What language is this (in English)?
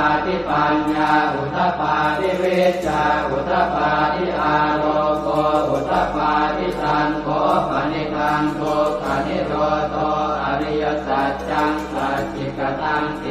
Pali